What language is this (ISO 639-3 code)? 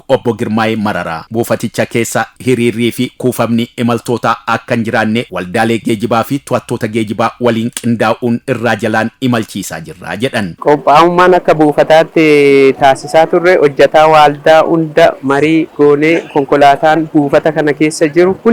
orm